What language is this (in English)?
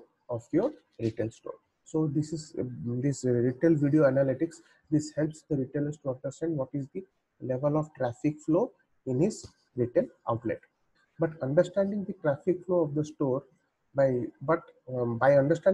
English